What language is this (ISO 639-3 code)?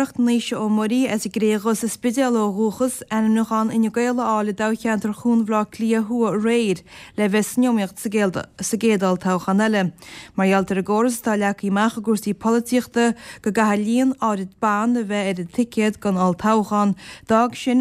gle